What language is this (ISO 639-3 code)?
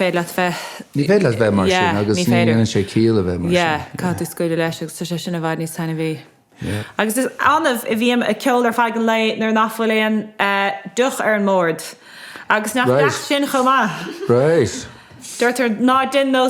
gle